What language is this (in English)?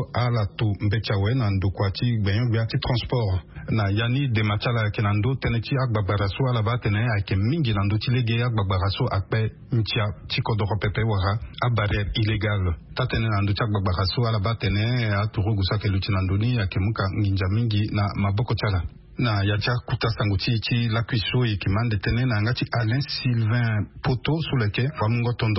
Sango